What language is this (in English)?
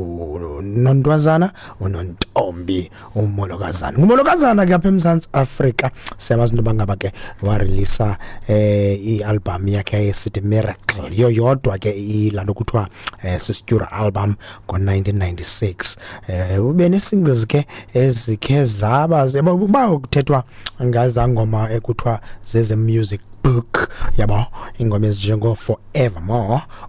Xhosa